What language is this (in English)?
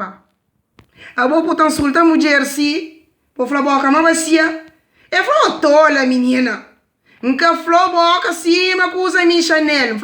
Kabuverdianu